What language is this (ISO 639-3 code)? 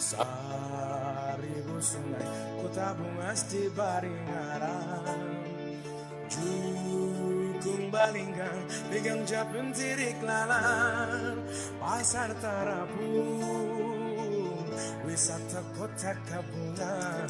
bjn